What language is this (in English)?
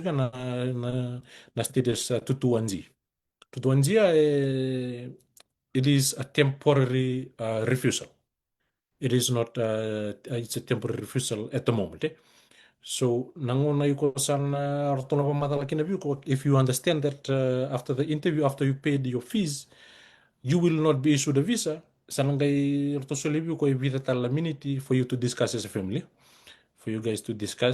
Fijian